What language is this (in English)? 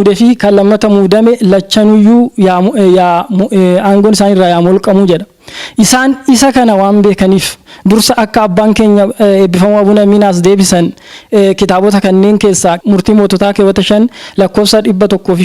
Oromo